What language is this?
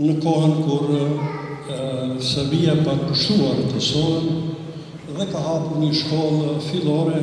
Albanian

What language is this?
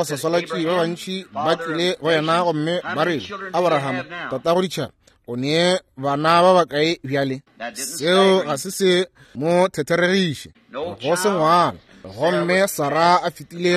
Northern Sotho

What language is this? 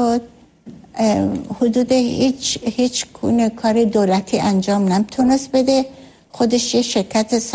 Persian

